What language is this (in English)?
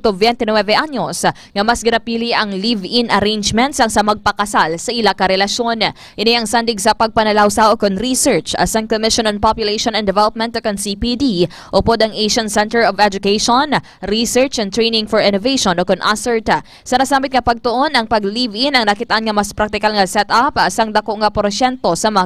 Hiligaynon